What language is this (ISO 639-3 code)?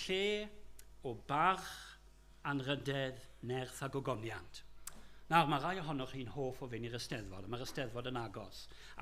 cym